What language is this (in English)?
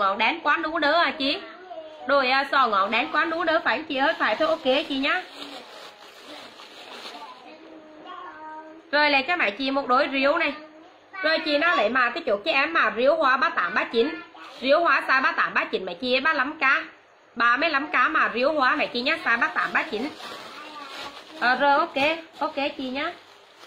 Vietnamese